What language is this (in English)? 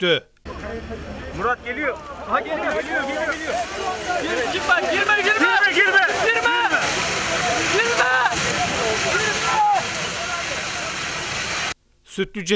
Turkish